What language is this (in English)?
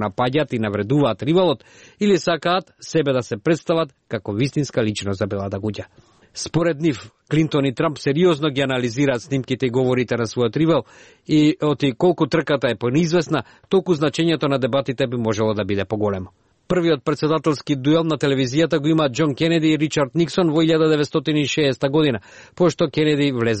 Macedonian